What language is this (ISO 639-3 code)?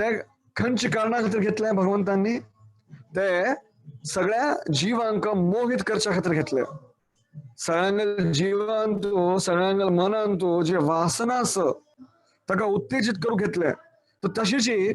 kok